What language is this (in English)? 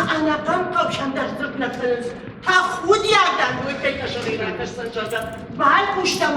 Ossetic